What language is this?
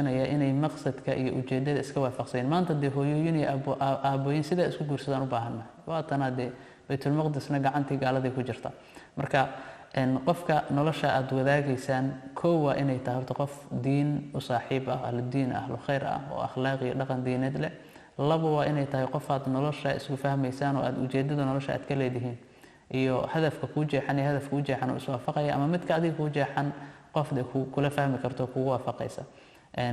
Somali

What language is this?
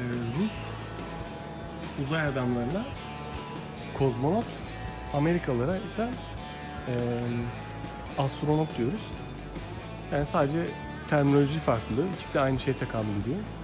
Turkish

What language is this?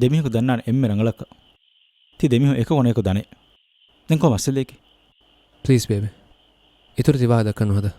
Divehi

